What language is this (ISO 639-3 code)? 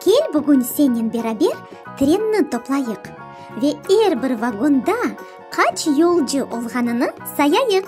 crh